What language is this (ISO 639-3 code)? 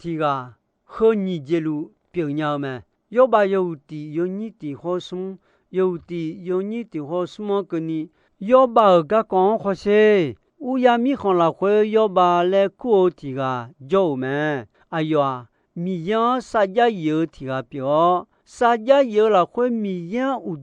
ahk